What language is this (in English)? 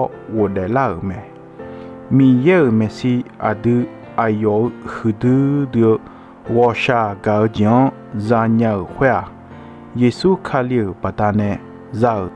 Akha